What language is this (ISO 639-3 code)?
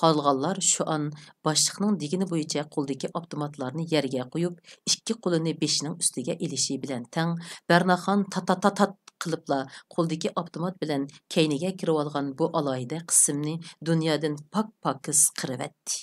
uig